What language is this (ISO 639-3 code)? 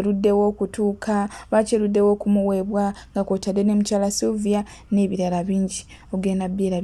lug